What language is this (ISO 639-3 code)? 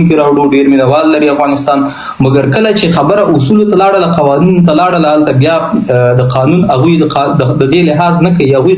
pus